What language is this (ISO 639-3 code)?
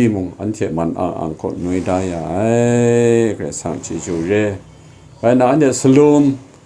kac